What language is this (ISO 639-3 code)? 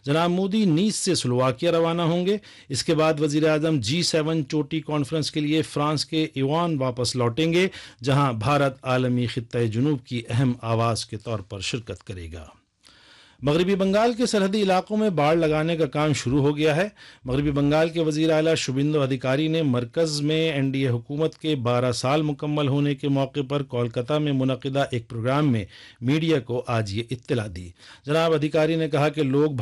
urd